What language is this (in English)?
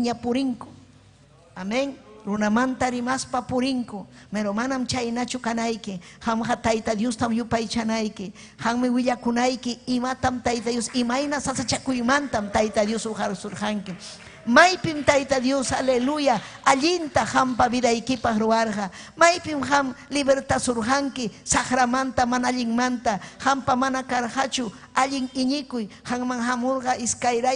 Ayacucho Quechua